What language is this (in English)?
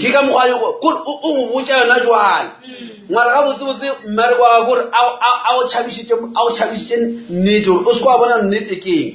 Northern Sotho